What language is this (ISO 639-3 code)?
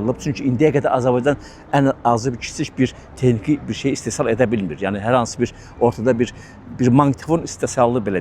aze